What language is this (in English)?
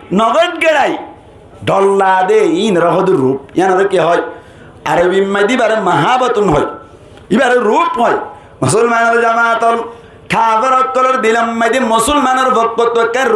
Rohingya